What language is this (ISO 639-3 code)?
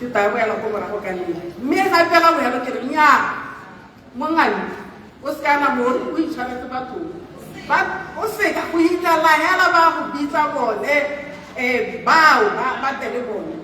tsn